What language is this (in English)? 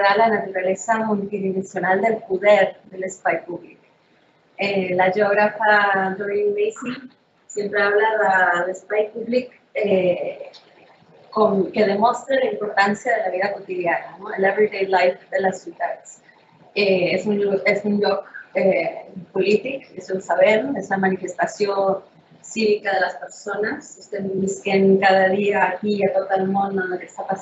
Catalan